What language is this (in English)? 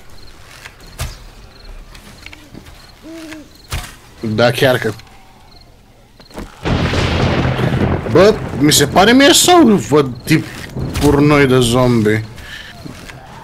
Romanian